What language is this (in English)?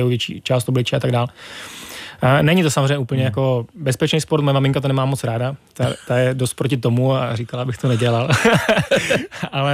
Czech